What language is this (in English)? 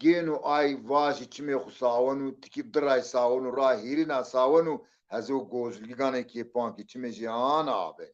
Zaza